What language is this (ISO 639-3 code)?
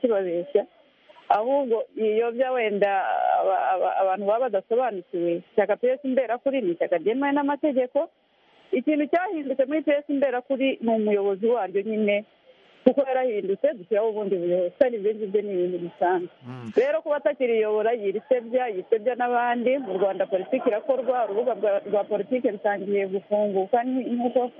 kin